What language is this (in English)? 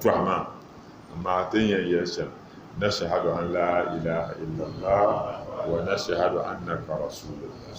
Dagbani